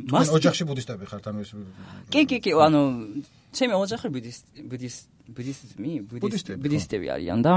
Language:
Georgian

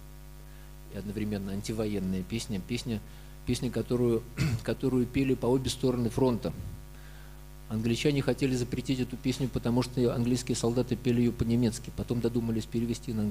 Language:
Russian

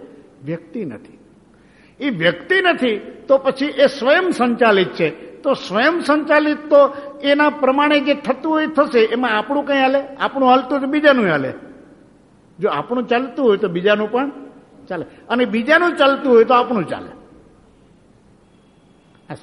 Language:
Gujarati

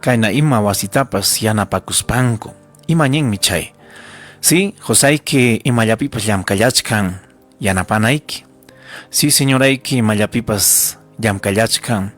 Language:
Ayacucho Quechua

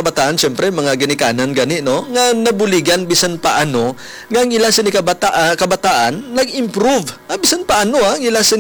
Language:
Hiligaynon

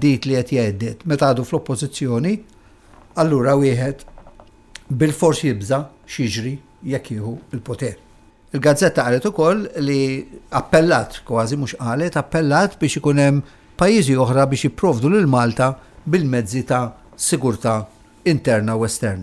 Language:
Maltese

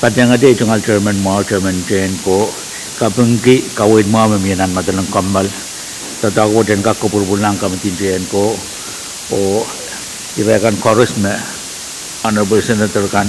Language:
Pohnpeian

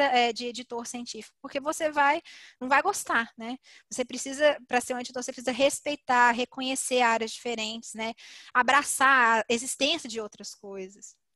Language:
Portuguese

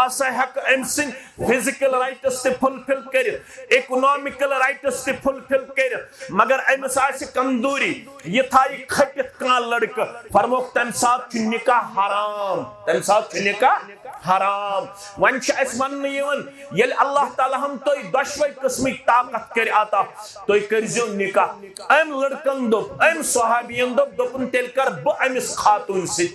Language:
Kashmiri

